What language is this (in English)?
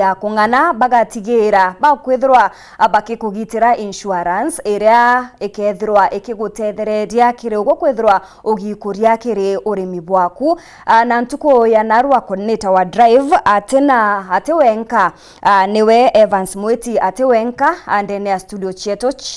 Meru